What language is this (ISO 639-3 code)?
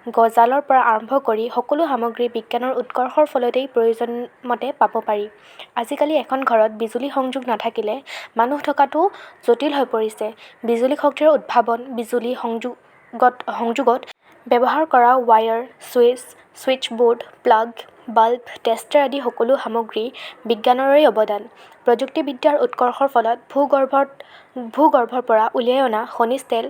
asm